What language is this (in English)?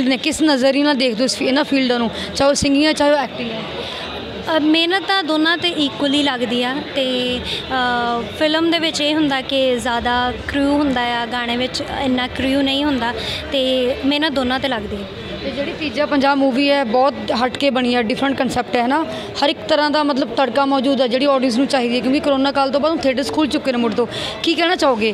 Punjabi